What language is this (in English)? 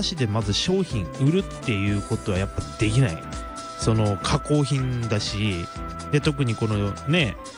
Japanese